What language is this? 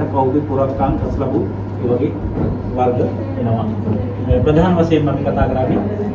Sinhala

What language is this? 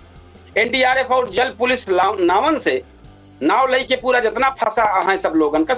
Awadhi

